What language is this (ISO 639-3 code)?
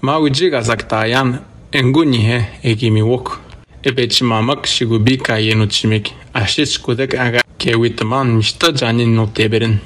atj